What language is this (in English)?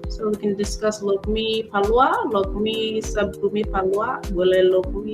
Acoli